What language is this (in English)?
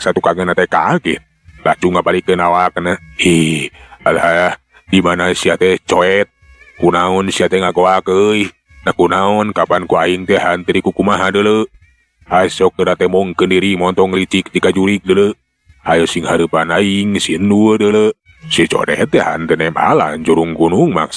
Sundanese